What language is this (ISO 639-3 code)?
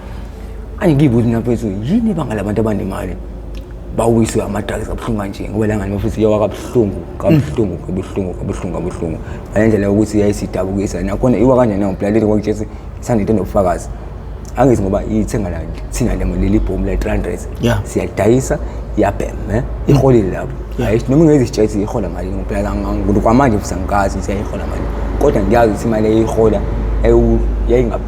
zul